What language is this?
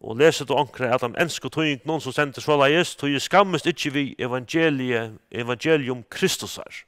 Faroese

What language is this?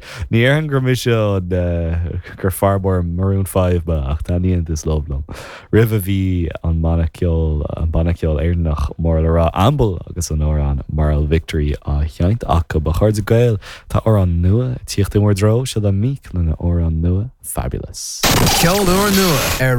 Irish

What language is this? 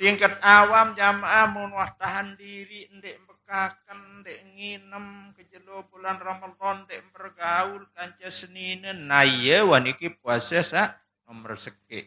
Sasak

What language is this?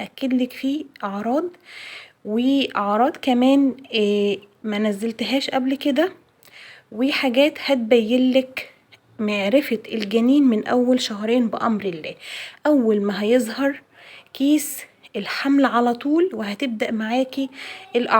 Egyptian Arabic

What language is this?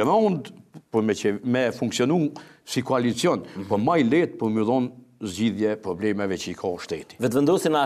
Albanian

